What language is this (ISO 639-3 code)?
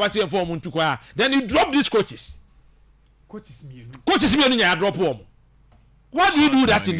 aka